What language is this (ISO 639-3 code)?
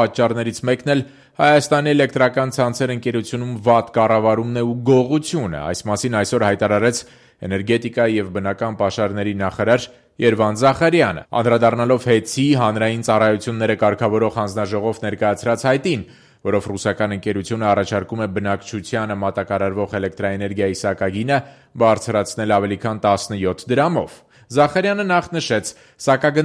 hye